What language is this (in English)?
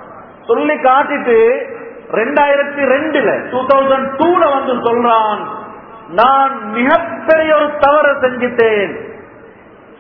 Tamil